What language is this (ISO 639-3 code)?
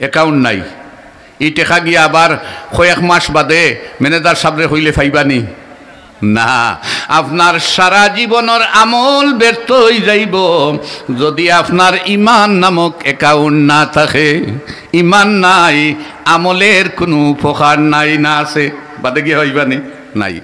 syl